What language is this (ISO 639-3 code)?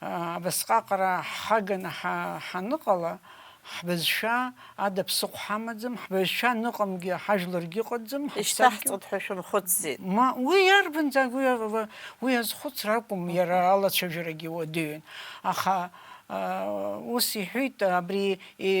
abk